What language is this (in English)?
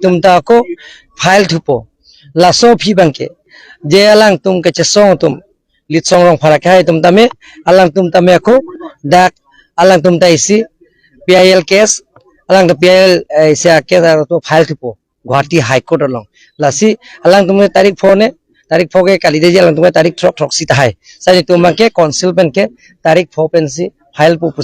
Karbi